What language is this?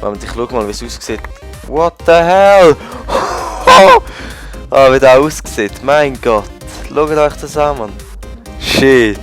Swiss German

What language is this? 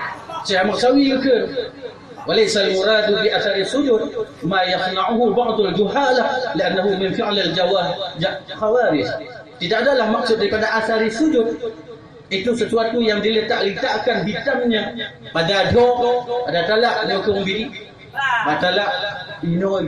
Achinese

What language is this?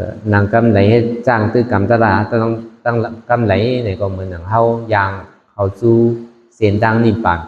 Shan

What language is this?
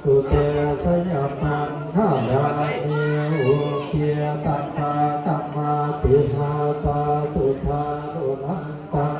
Pali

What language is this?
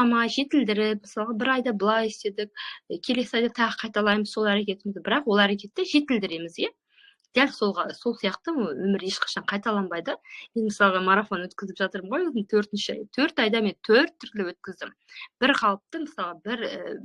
Kazakh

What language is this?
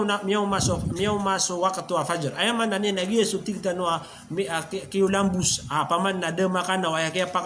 Maranao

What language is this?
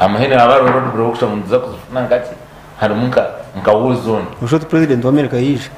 Nyankole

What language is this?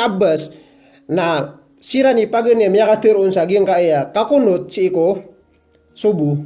Maranao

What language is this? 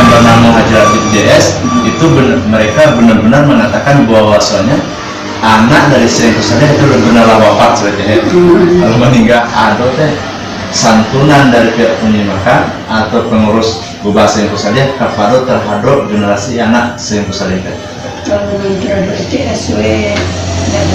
Minangkabau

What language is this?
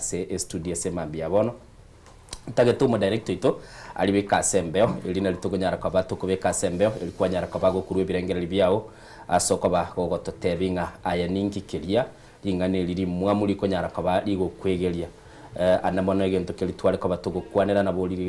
Gusii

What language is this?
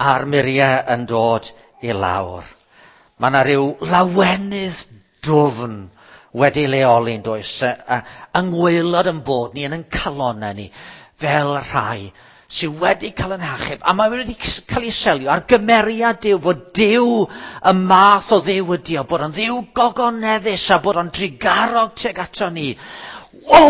Welsh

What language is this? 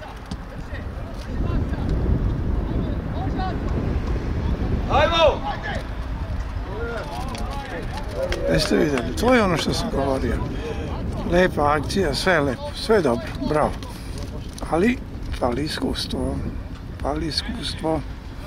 Serbian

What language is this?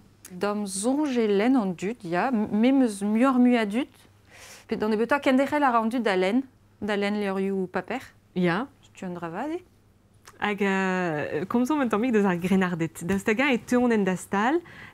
Breton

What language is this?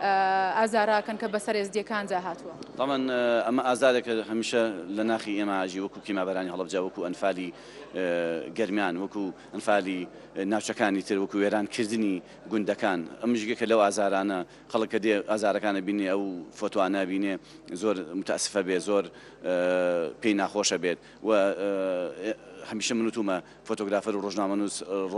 Central Kurdish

